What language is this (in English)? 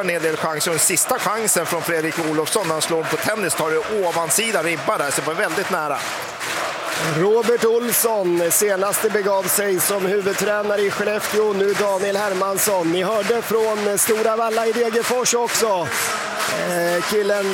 Swedish